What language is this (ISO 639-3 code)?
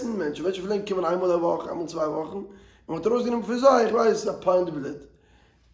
yid